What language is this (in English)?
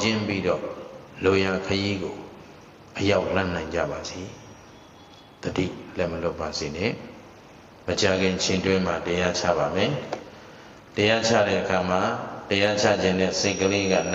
Burmese